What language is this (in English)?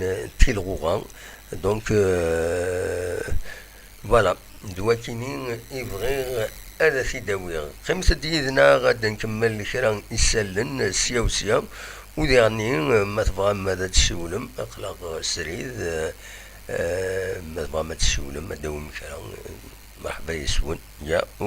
Kabyle